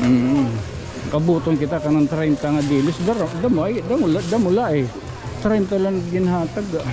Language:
Waray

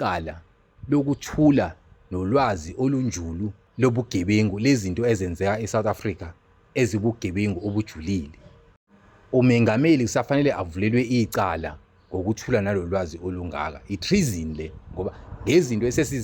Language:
Zulu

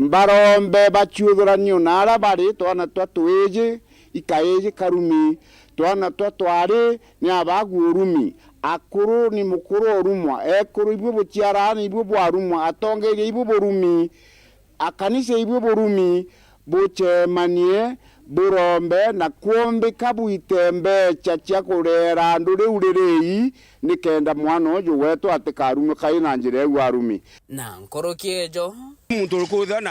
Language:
Meru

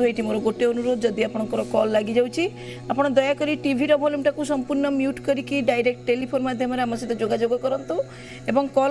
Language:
Odia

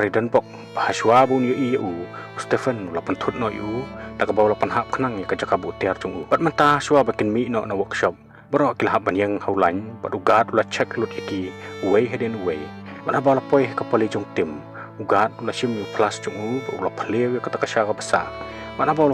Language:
Khasi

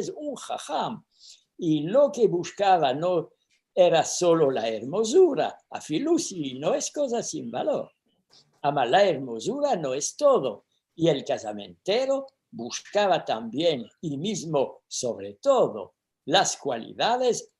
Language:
Ladino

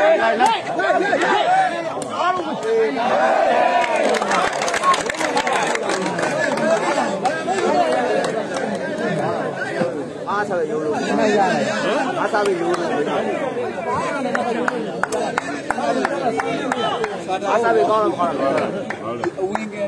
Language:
Burmese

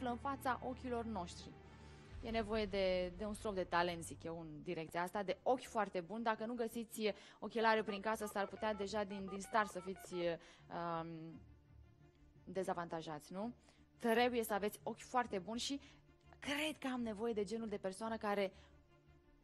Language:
Romanian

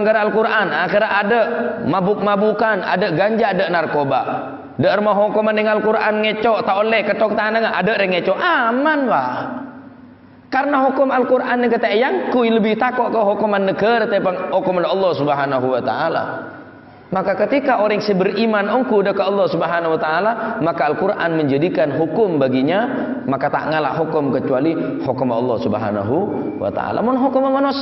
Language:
Madurese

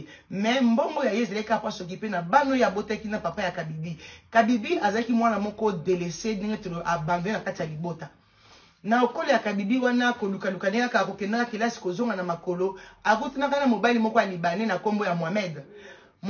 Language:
Lingala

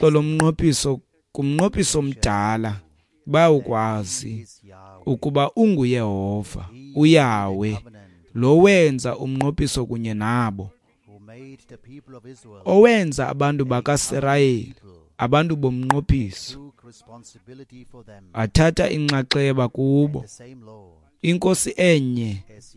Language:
Xhosa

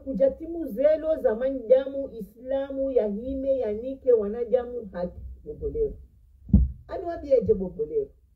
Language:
Ngazidja Comorian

